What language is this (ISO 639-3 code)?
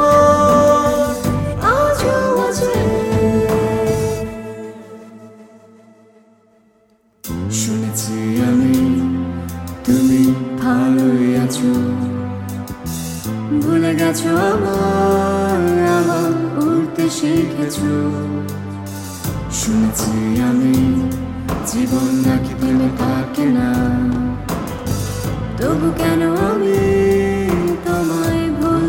ben